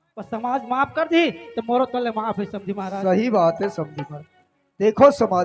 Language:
Chhattisgarhi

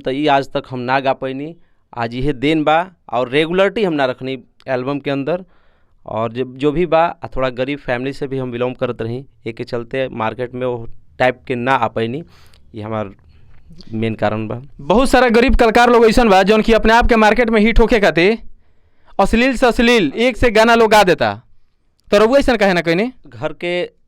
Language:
Bhojpuri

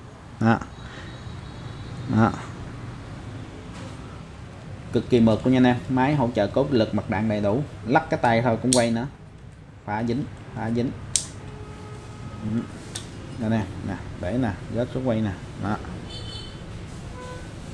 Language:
Vietnamese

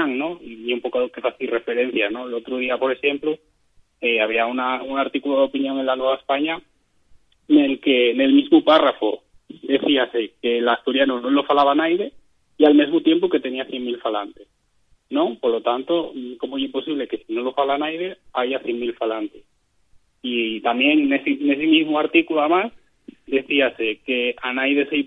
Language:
Asturian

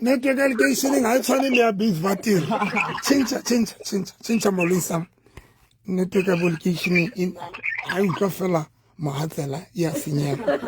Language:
Southern Sotho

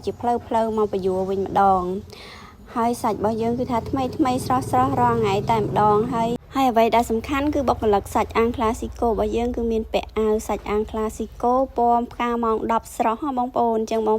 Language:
Khmer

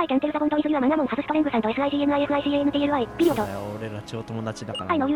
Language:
Japanese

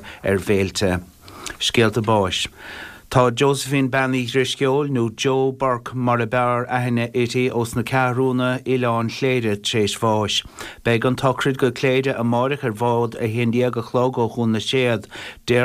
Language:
Irish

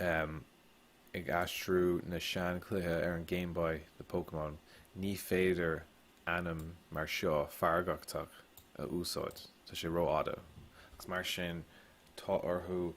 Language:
Irish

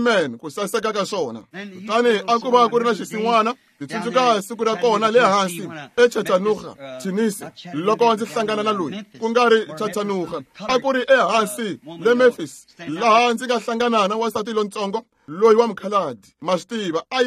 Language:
Tsonga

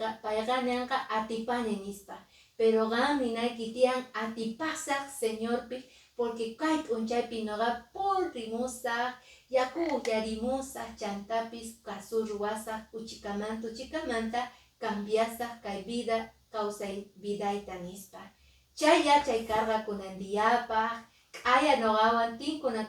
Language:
Quechua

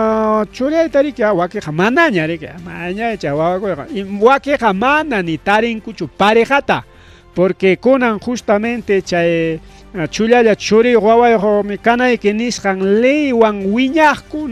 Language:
Ayacucho Quechua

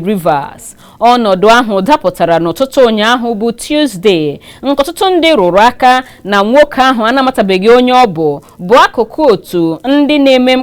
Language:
Igbo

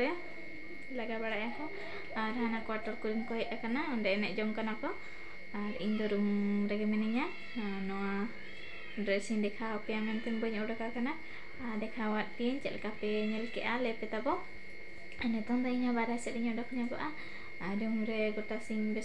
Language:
Santali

